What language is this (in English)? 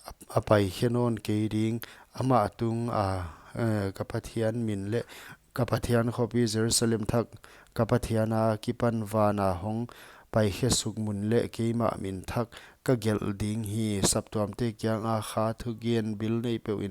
Paite Chin